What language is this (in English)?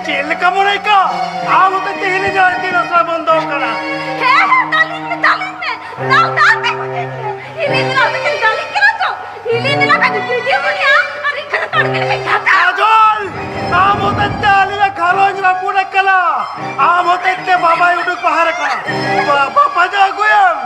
Santali